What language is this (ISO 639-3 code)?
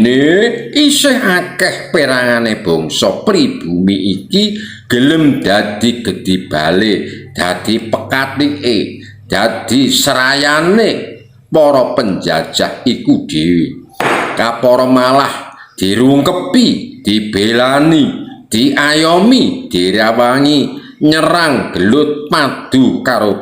jav